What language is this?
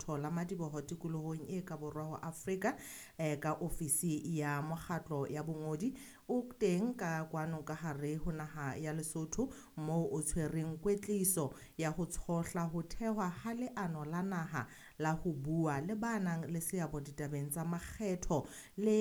Southern Sotho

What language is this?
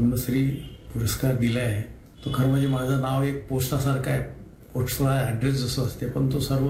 Marathi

